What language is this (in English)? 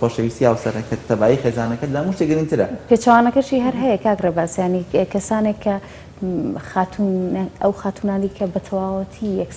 Central Kurdish